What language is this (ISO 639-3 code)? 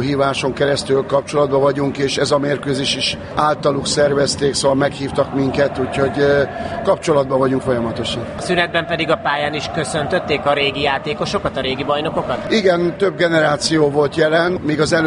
hun